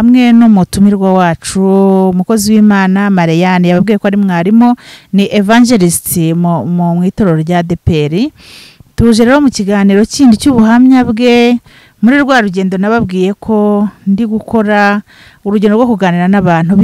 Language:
Kinyarwanda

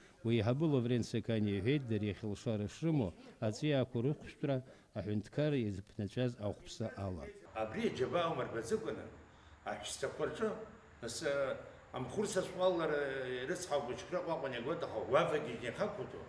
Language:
Abkhazian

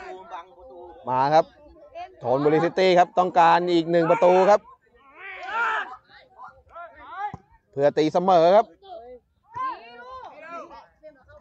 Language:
Thai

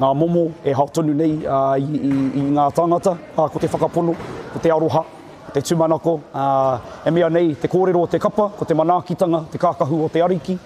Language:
Māori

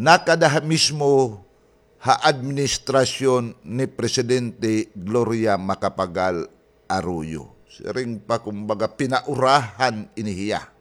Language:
Waray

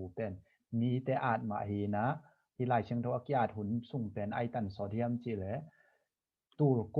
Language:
Tedim Chin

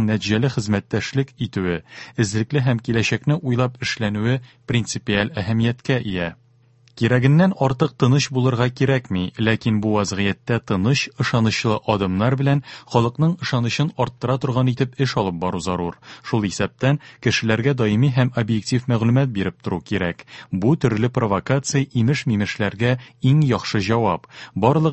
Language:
Tatar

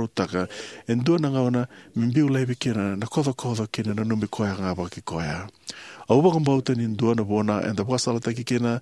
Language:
Fijian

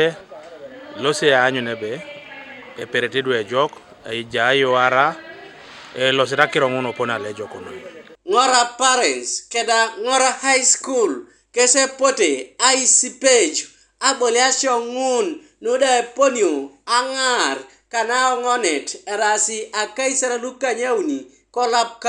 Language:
Teso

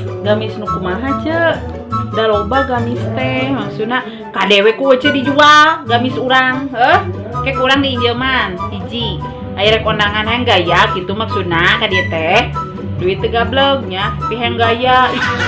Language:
Sundanese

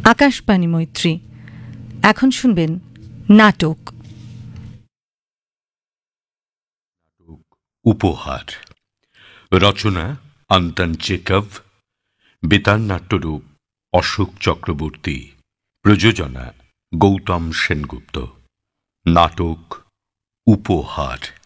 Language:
Bangla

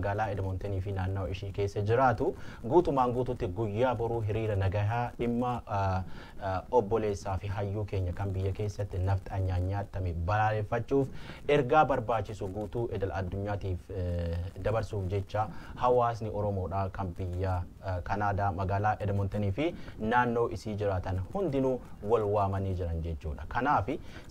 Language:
Oromo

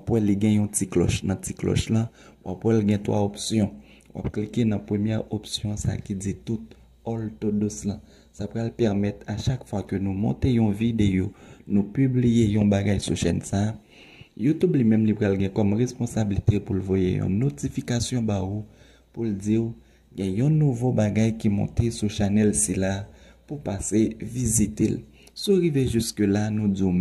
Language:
Haitian Creole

